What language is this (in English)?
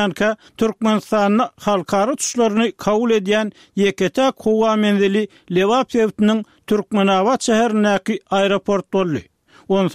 Turkmen